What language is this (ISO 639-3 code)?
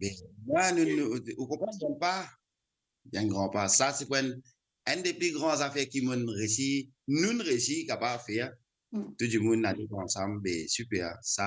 mfe